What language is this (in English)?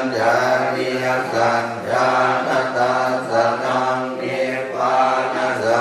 Pali